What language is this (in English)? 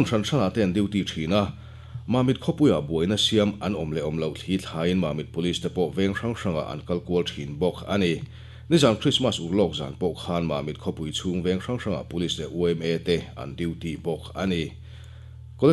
Mizo